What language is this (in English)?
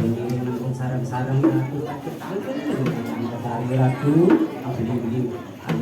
Balinese